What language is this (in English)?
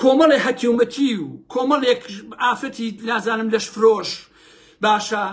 Central Kurdish